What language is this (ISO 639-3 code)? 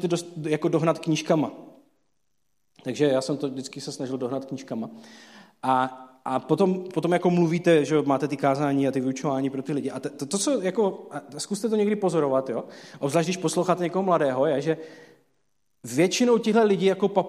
ces